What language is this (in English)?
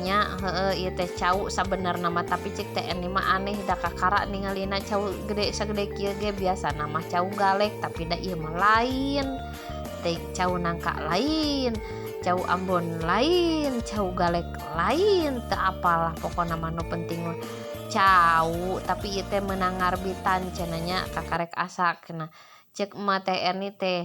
Sundanese